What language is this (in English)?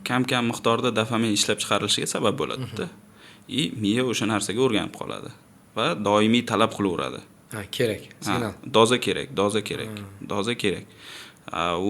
Uzbek